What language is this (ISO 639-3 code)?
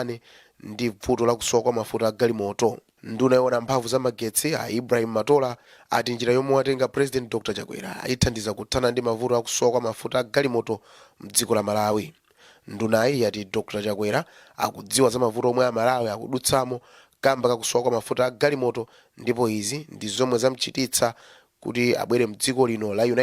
nya